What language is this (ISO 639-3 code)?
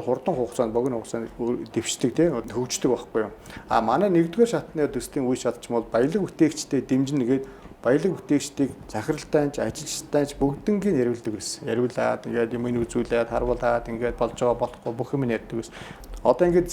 mon